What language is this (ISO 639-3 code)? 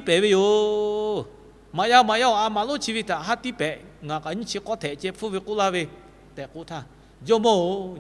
lhu